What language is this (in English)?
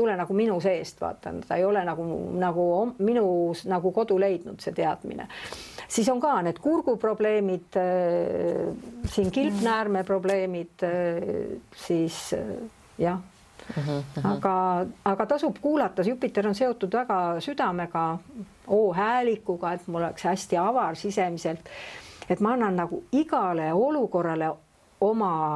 Estonian